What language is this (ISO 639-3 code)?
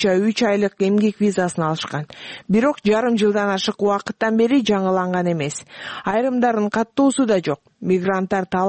kir